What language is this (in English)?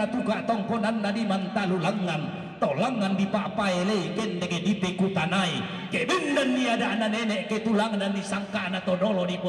Toraja-Sa'dan